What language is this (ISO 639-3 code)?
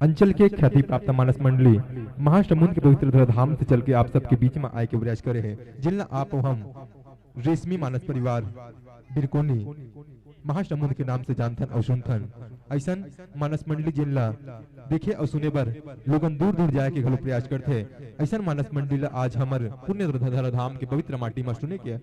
hne